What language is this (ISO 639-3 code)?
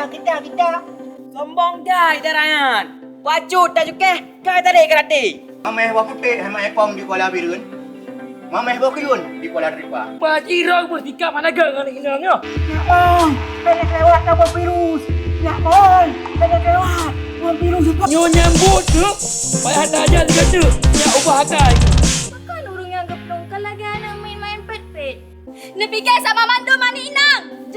ace